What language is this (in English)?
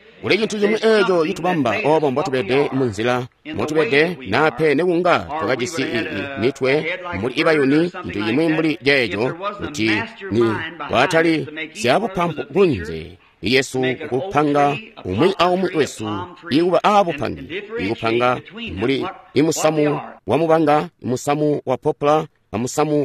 Tonga (Zambia)